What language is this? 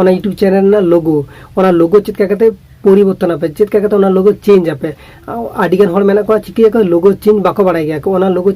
Santali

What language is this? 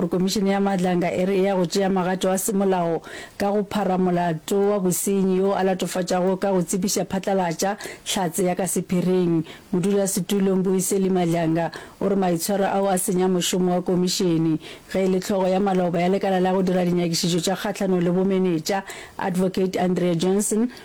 Northern Sotho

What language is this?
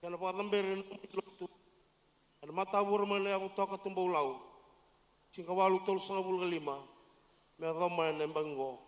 Fijian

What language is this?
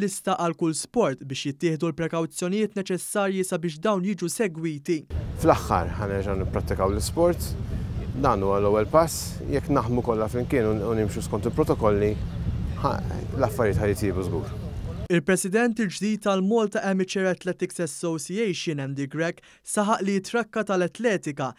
Maltese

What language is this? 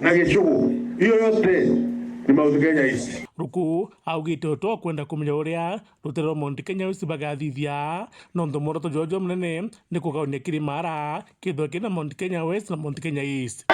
Meru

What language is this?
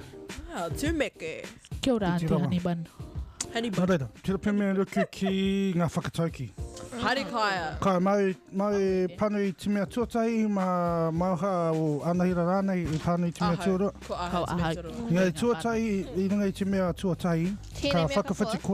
Māori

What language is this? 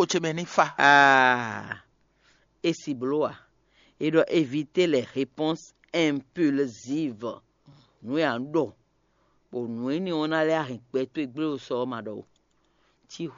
Fon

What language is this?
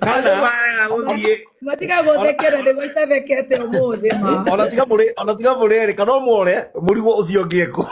Kikuyu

